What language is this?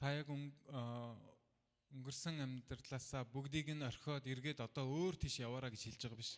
Mongolian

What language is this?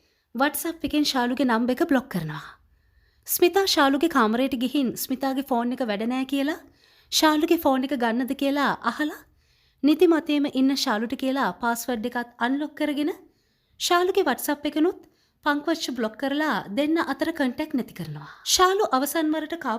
Sinhala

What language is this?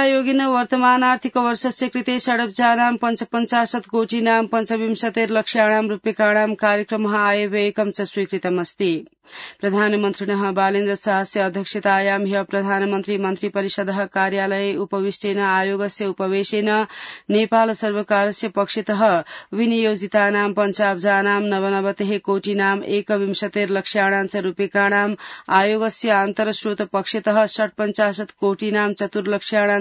Sanskrit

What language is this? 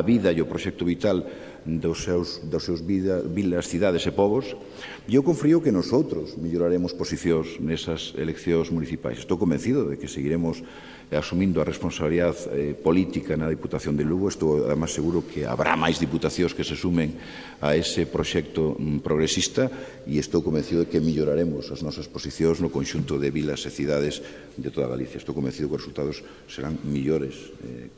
Galician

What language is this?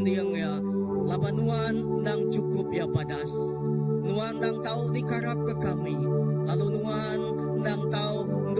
Iban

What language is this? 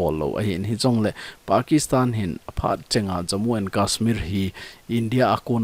Thado Chin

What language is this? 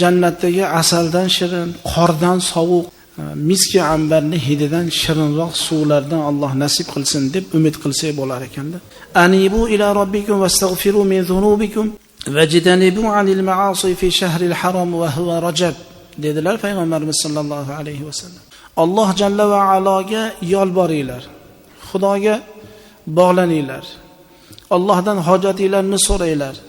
Uzbek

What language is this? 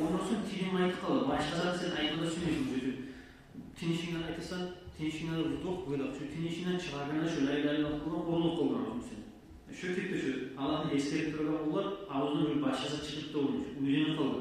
Kumyk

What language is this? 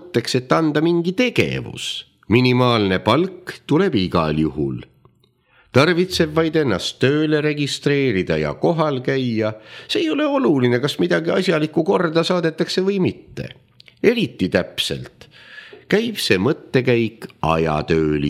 Estonian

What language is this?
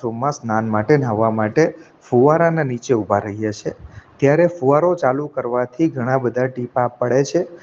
Gujarati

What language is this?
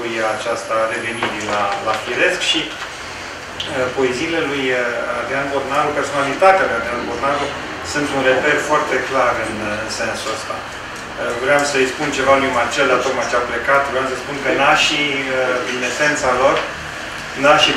Romanian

